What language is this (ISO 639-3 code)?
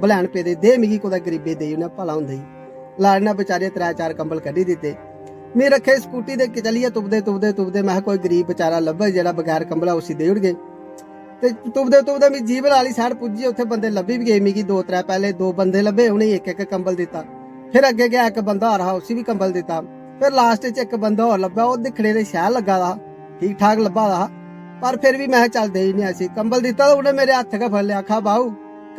doi